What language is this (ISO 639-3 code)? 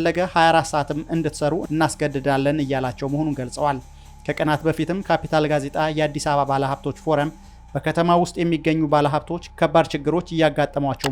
amh